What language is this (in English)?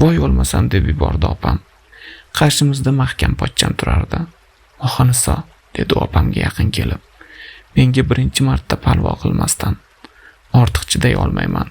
Uzbek